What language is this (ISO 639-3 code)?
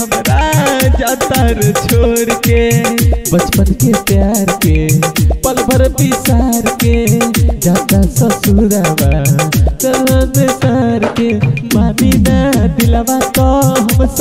bho